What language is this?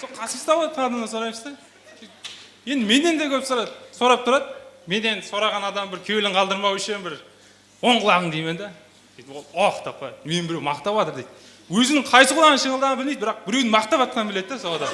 Kara-Kalpak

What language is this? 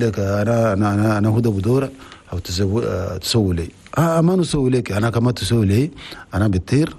Chadian Arabic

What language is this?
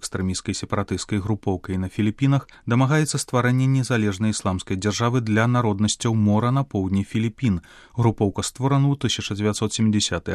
Belarusian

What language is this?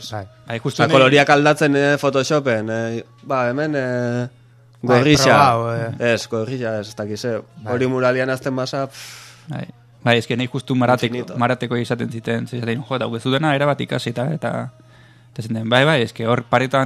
Basque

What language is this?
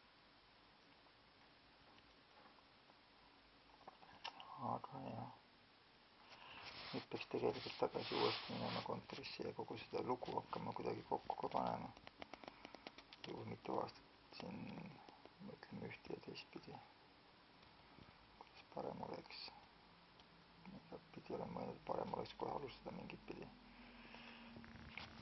Estonian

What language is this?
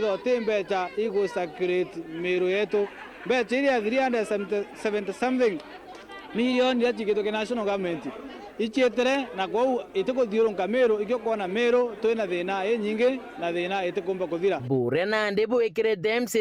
Meru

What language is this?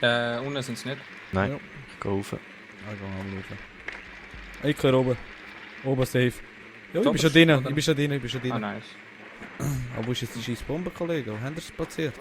Swiss German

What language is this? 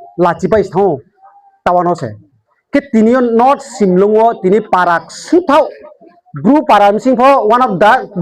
Riang (India)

